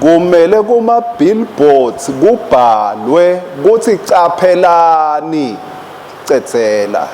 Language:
Swati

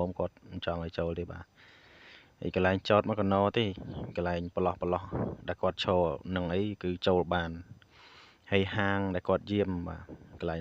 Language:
Khmer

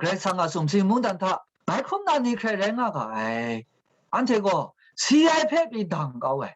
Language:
Kachin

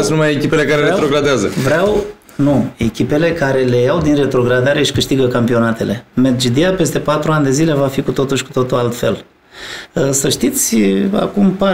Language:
Romanian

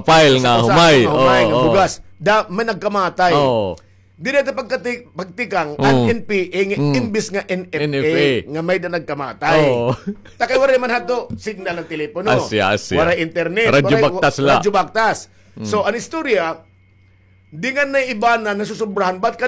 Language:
Waray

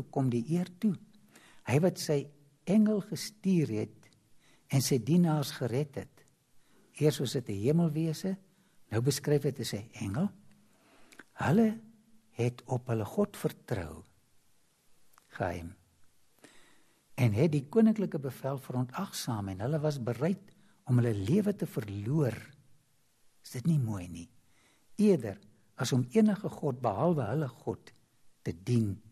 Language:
Afrikaans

